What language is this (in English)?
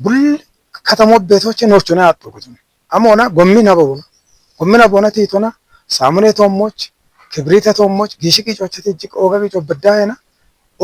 Kafa